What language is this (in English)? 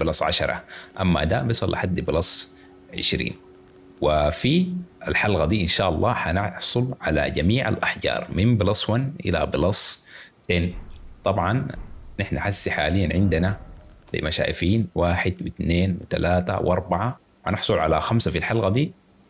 Sudanese Arabic